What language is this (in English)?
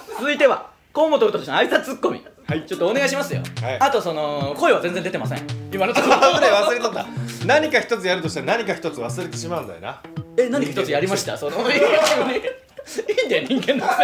Japanese